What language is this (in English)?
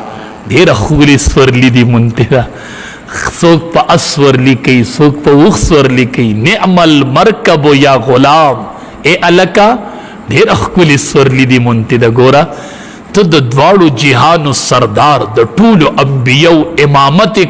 Pashto